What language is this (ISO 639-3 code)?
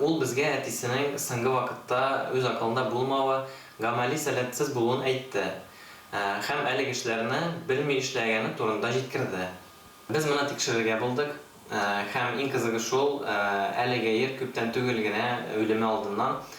tat